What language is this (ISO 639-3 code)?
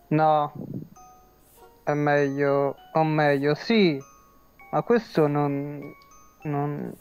ita